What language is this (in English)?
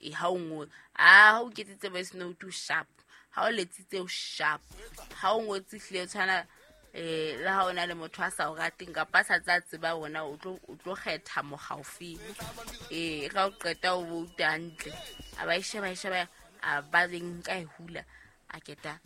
Southern Sotho